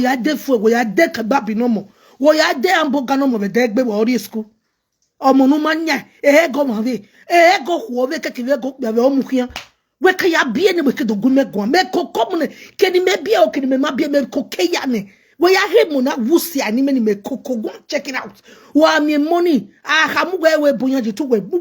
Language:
Nigerian Pidgin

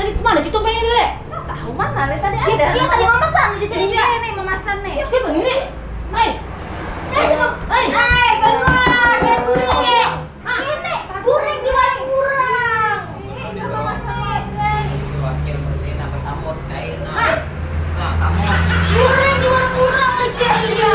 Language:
Banjar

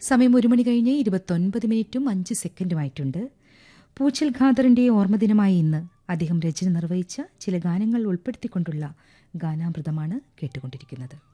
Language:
Malayalam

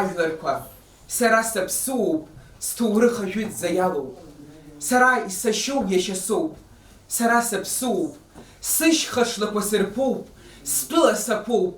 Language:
Abkhazian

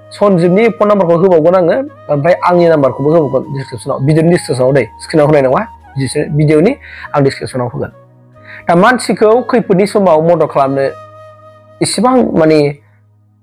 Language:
Bodo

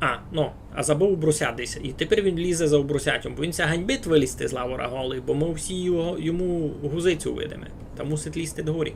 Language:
Rusyn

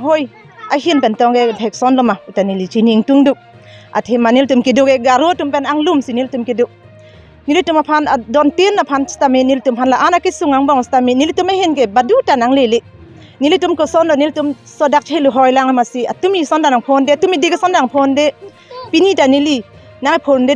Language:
Karbi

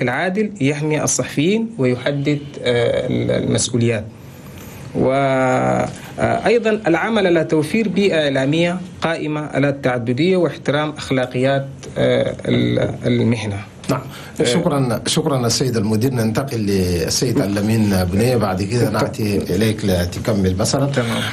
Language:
Chadian Arabic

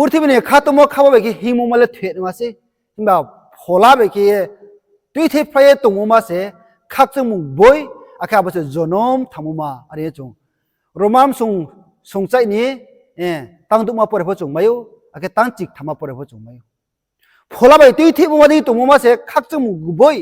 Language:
Riang (India)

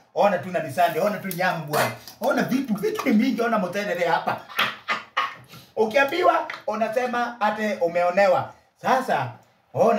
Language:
Swahili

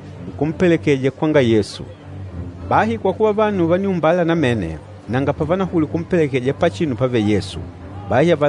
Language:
Makonde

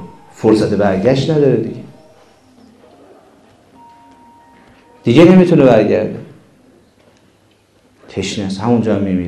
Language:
Persian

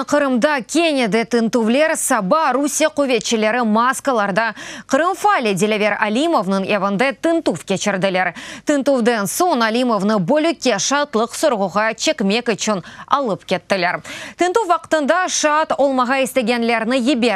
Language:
Crimean Tatar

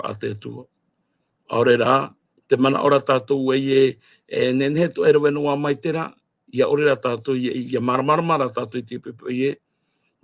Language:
Tahitian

